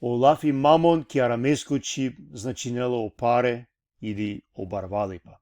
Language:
Balkan Romani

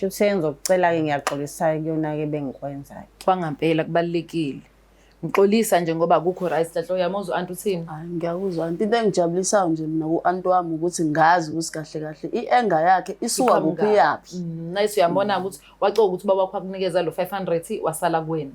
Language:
Zulu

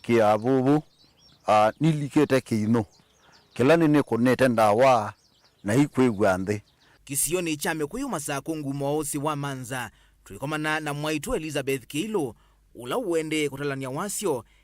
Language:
Kamba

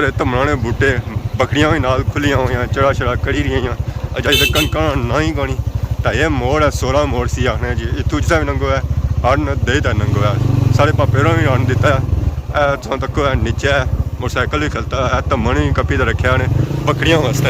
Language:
Pahari-Potwari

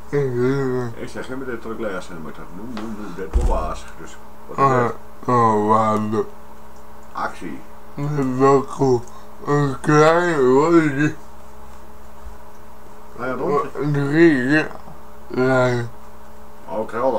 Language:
Dutch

